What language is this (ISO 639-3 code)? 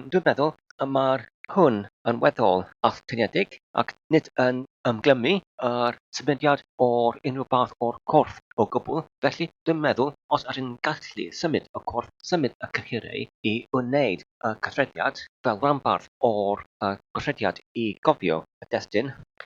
cym